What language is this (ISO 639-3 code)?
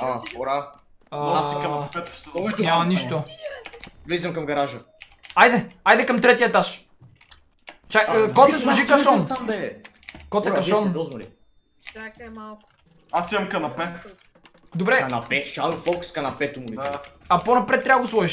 bul